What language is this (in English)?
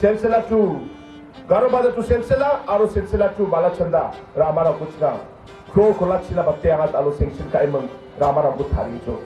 Garo